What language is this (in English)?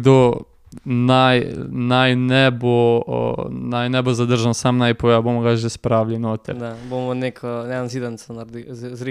Slovenian